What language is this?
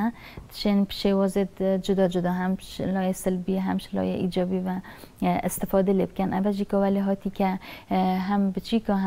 Kurdish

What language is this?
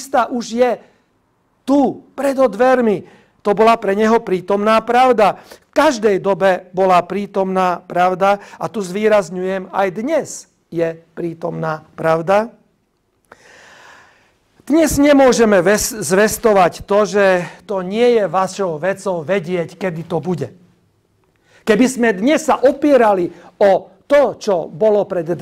Slovak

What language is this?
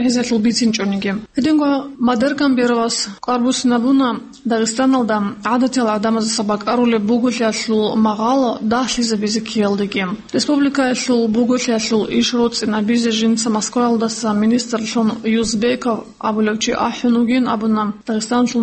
Avaric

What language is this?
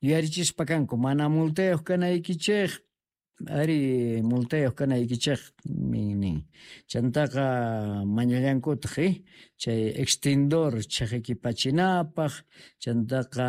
Quechua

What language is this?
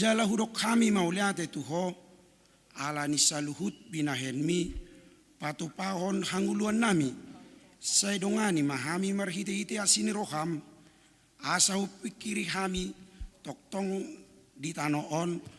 Batak Toba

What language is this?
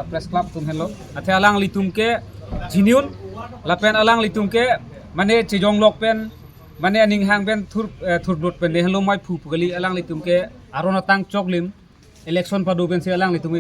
Karbi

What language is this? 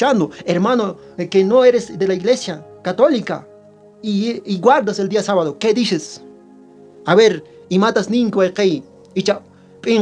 Quechua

